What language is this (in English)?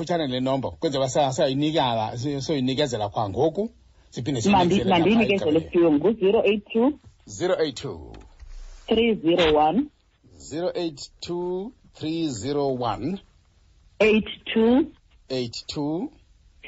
Xhosa